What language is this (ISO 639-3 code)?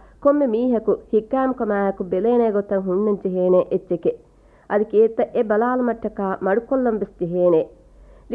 div